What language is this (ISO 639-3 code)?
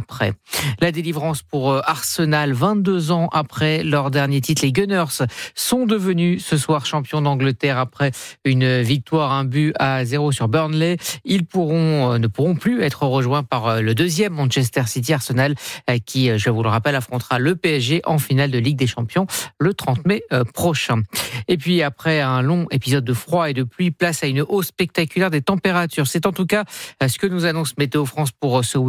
fra